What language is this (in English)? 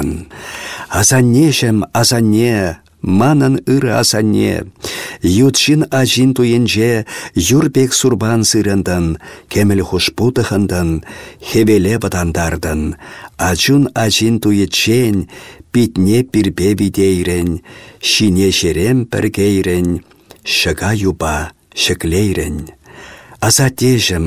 Chuvash